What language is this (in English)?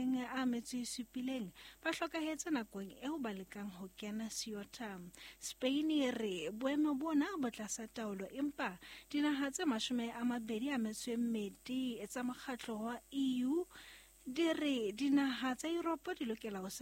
Southern Sotho